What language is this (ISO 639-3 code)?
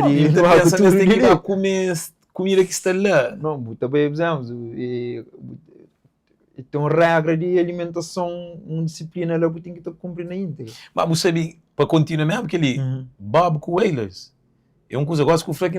kea